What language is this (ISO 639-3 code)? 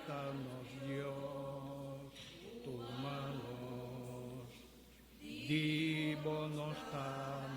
pap